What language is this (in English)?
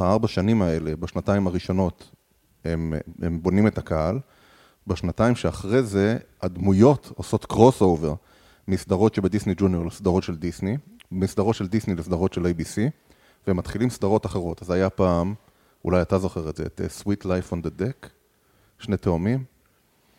Hebrew